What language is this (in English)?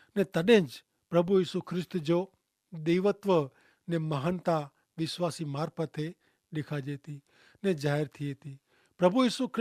Kachhi